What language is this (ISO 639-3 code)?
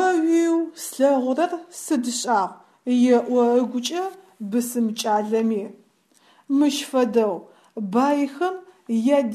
ady